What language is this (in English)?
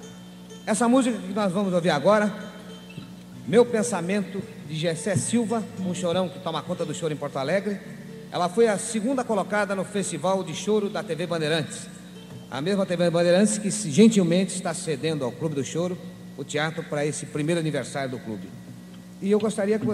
Portuguese